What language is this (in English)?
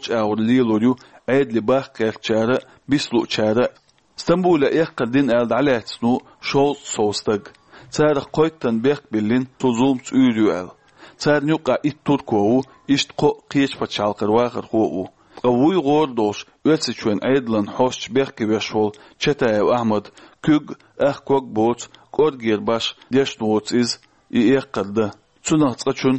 Chechen